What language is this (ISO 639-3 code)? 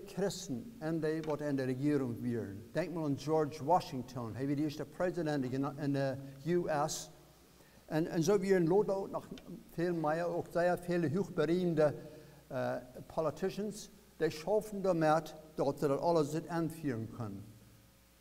pdt